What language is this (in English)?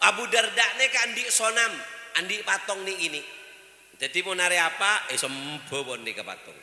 Madurese